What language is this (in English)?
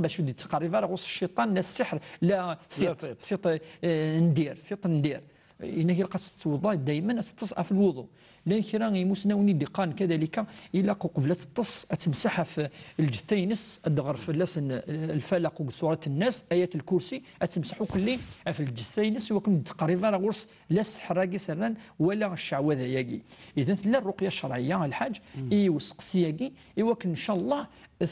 Kabyle